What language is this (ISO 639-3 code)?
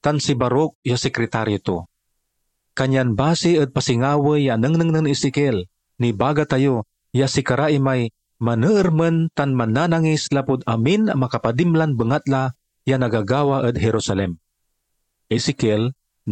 pag